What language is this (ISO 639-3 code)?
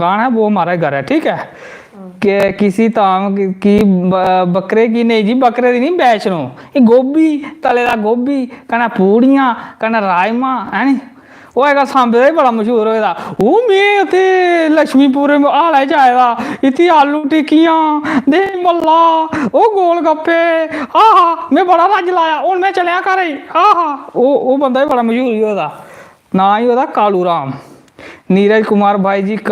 doi